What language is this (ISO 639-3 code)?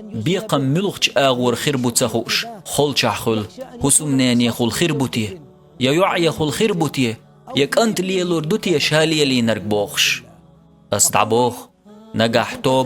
che